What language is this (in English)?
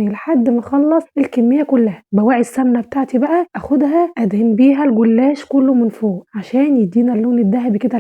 Egyptian Arabic